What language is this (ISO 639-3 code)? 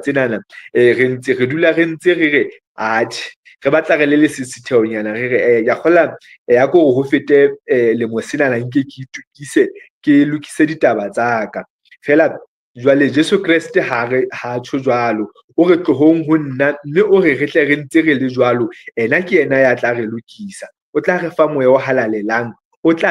sot